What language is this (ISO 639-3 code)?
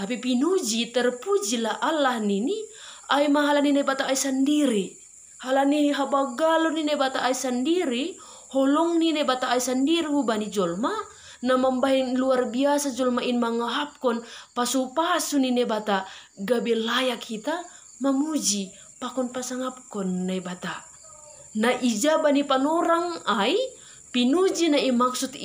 bts